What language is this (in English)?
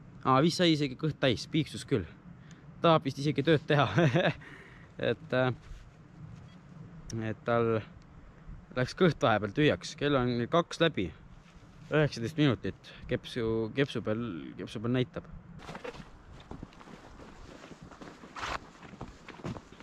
Estonian